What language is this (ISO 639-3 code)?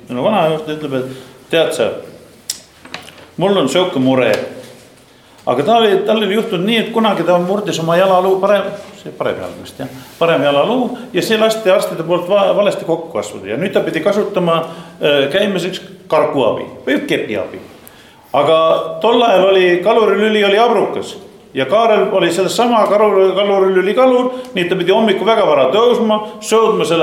est